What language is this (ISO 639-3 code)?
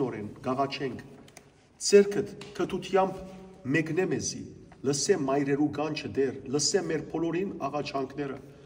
hyw